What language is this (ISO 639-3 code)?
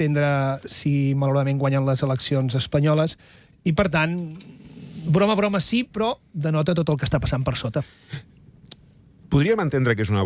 cat